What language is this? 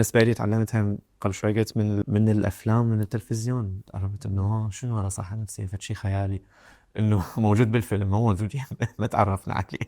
Mesopotamian Arabic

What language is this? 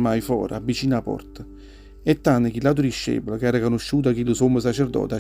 Neapolitan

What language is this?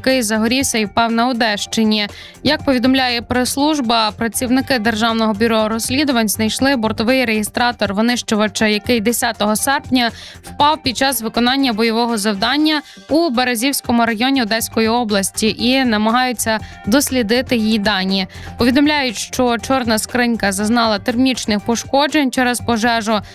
Ukrainian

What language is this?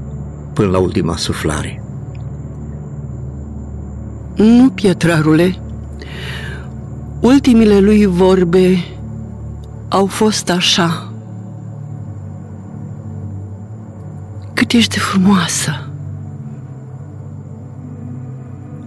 Romanian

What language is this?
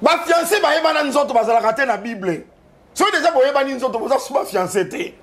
Lingala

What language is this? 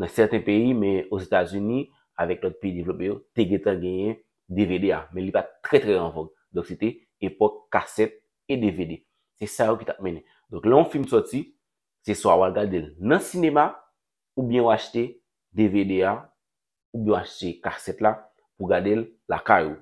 Haitian Creole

